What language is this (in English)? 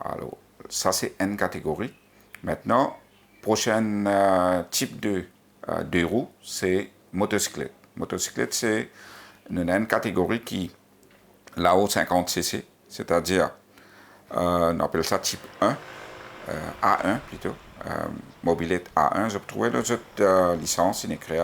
Morisyen